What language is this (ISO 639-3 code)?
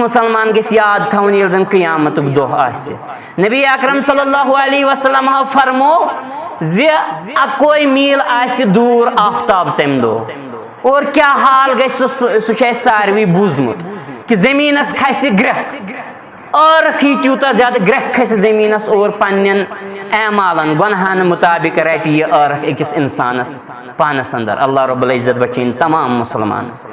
kas